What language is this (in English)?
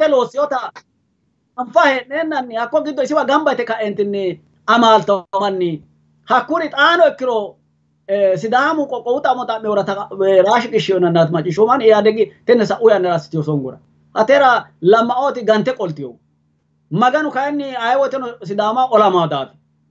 Sidamo